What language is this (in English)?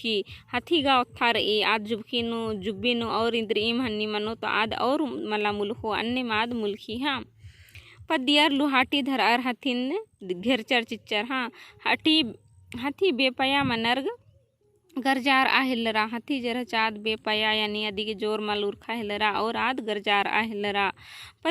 Kurukh